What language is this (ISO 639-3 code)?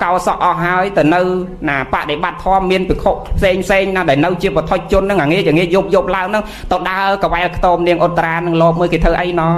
khm